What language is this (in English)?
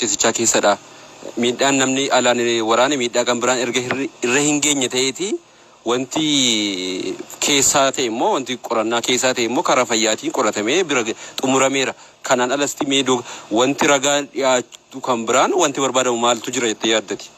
Oromo